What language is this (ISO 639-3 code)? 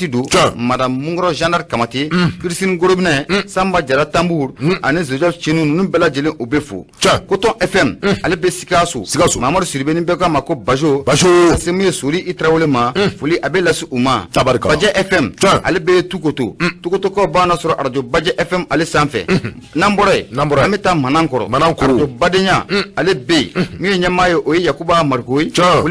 bam